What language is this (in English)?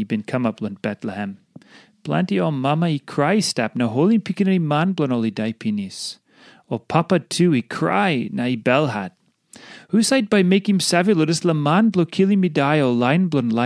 Tok Pisin